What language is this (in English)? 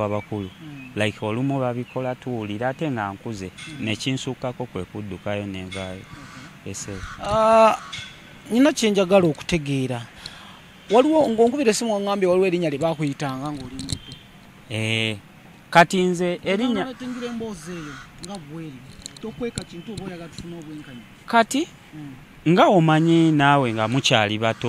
Ganda